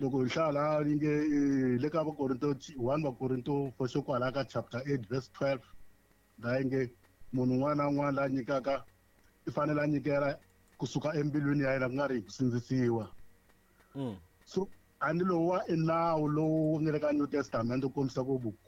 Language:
Tsonga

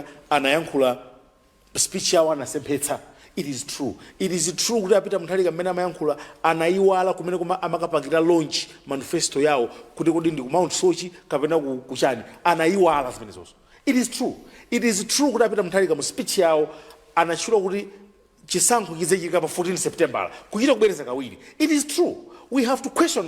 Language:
Nyanja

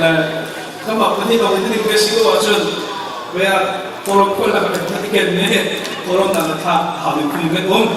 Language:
Hakha Chin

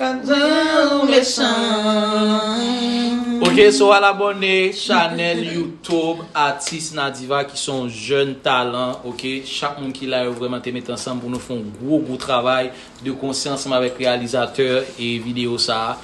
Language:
Haitian Creole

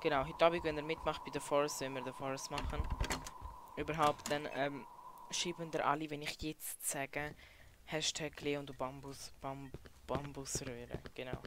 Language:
Swiss German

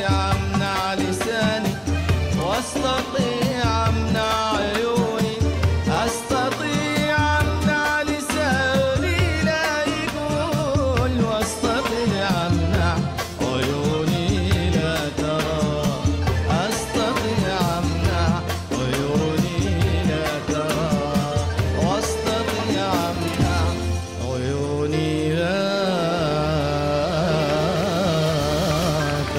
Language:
Arabic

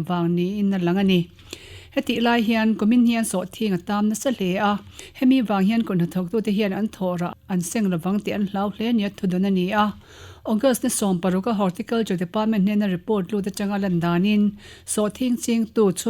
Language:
Mizo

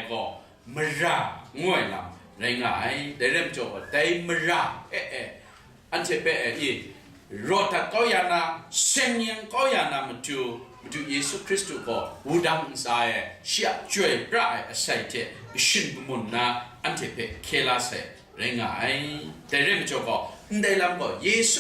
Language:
Kachin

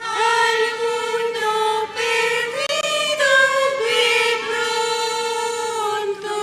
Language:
South Bolivian Quechua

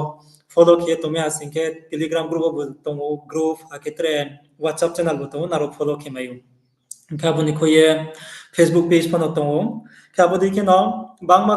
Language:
Riang (India)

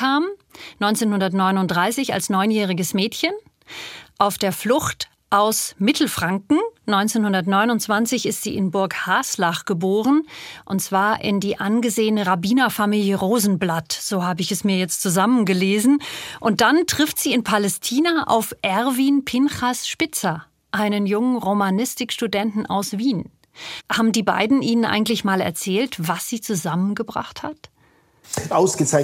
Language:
German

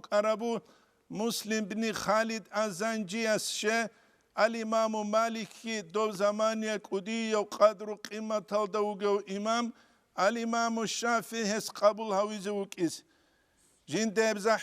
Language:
Avaric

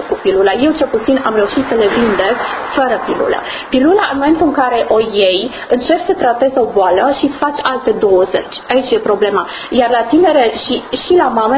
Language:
Romanian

